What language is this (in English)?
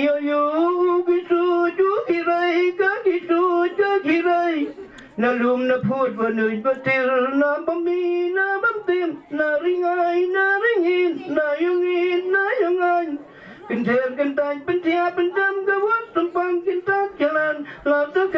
Khasi